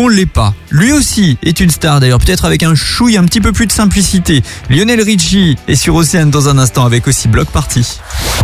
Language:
French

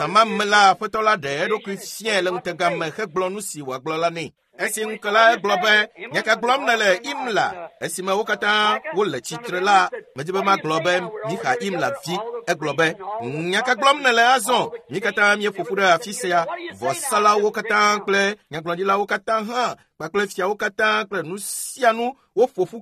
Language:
Ewe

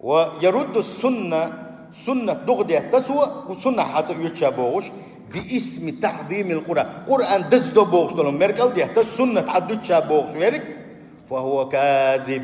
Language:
Chechen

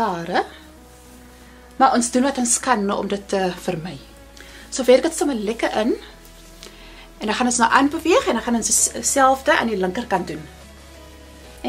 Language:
Afrikaans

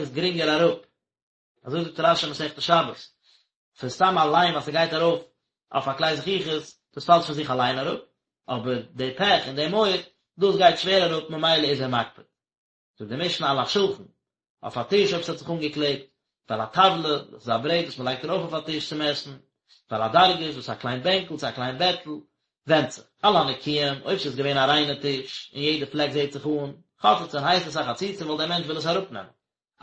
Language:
Yiddish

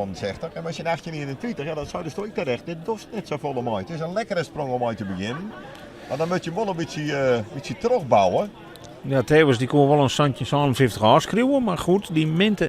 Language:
Western Frisian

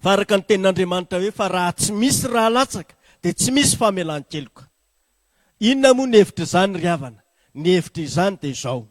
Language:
Malagasy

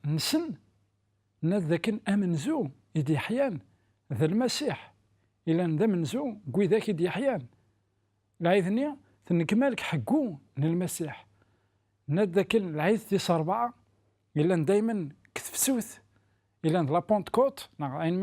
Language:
Kabyle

